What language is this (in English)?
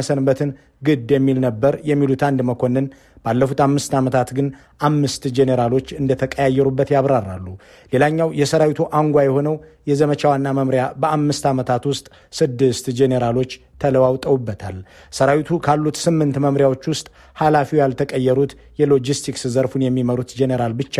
Amharic